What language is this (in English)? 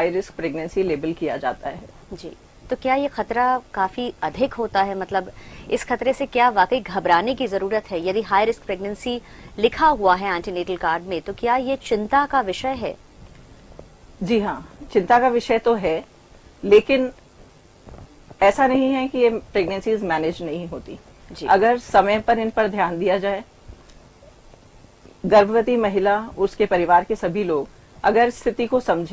Hindi